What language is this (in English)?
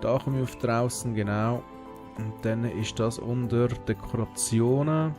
Swiss German